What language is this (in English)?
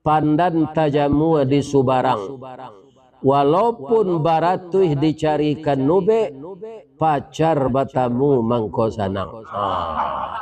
Minangkabau